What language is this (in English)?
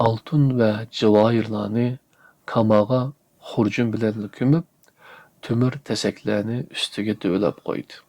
Uyghur